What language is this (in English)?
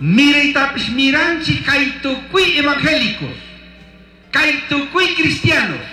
Chimborazo Highland Quichua